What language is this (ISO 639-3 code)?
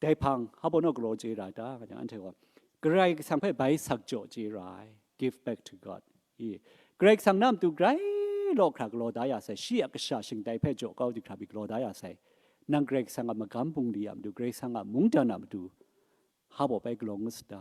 kac